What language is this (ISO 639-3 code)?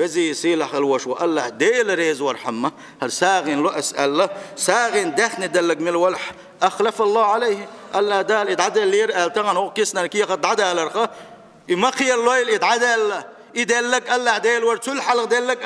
che